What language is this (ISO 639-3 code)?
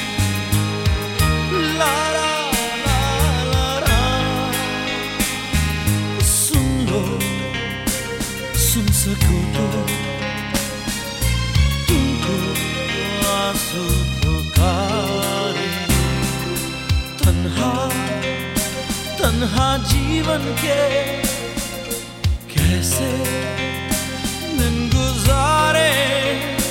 hin